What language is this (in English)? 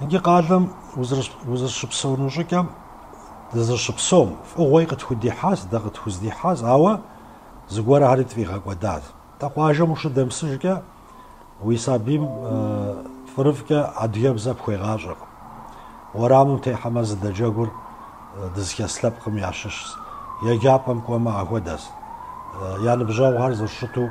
Kabardian